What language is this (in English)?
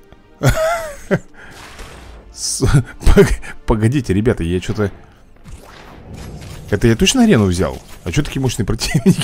Russian